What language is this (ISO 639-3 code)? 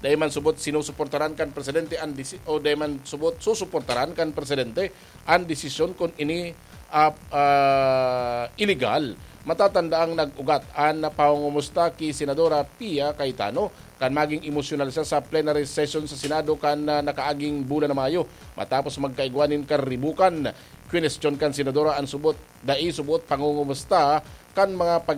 bik